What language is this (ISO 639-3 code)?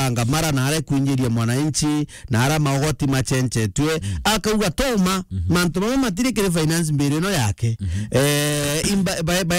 mer